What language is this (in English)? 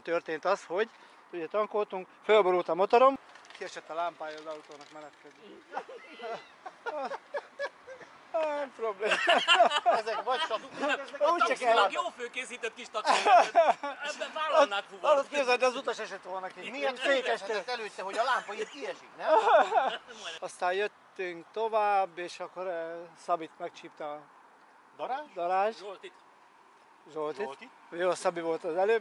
Hungarian